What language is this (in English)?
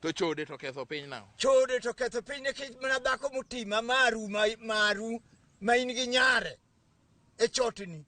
Luo (Kenya and Tanzania)